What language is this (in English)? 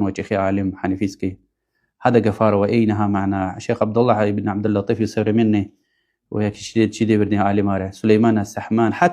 Lezghian